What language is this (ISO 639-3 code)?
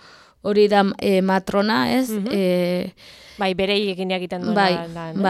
eus